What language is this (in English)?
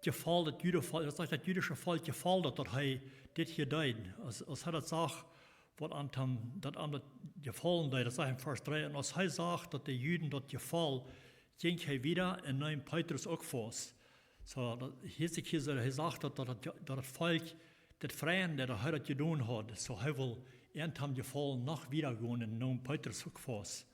Plautdietsch